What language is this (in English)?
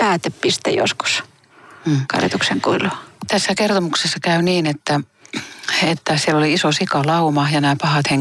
Finnish